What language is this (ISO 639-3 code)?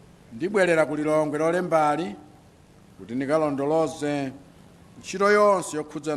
nya